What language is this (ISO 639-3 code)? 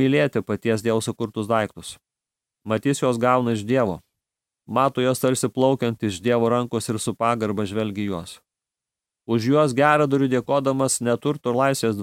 lit